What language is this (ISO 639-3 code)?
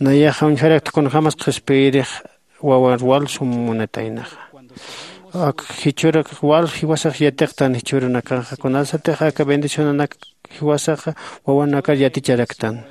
aym